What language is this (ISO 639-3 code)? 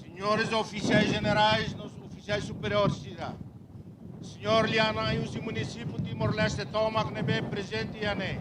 tet